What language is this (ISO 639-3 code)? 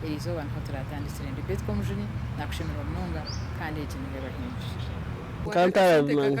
nyn